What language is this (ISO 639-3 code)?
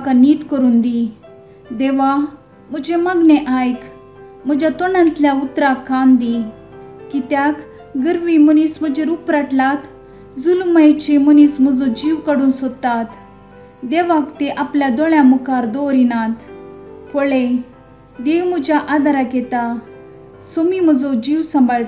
kok